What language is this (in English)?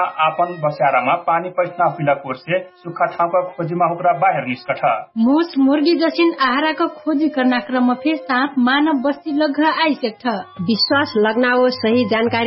Dangaura Tharu